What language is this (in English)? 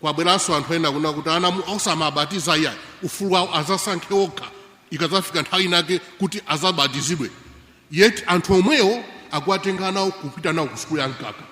Nyanja